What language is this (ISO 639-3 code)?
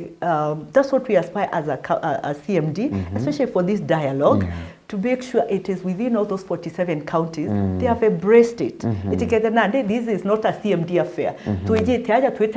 mer